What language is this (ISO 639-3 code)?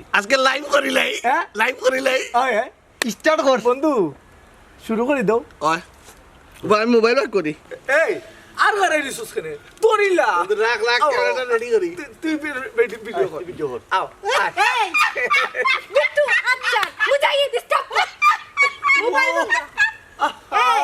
syl